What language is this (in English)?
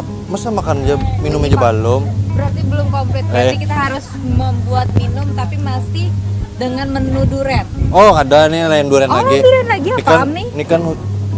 Banjar